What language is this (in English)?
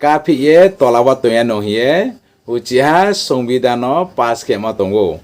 Riang (India)